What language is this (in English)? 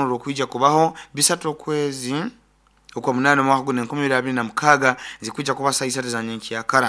Nyoro